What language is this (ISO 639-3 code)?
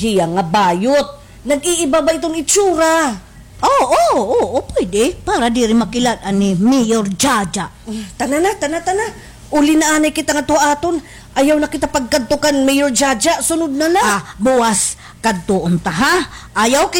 war